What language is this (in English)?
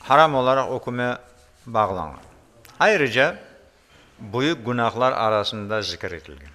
Crimean Tatar